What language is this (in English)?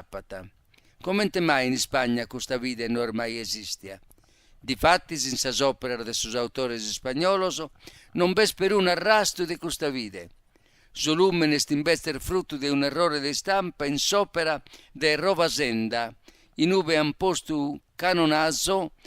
Sardinian